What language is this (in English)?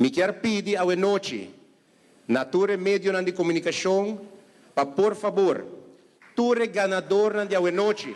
Papiamento